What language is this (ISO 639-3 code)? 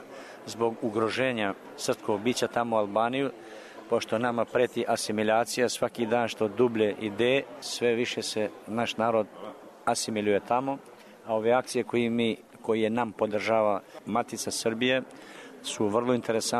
srp